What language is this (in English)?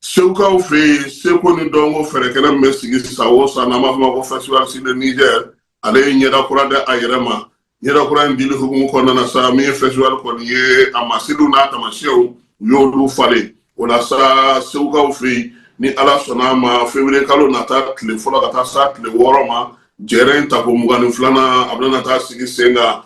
Bambara